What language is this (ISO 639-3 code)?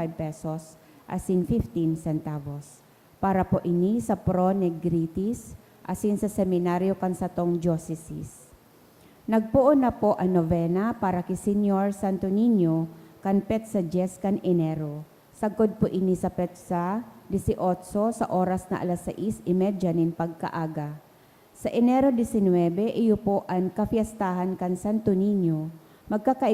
bik